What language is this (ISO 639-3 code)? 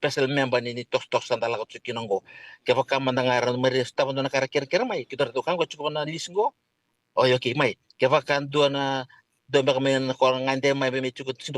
fij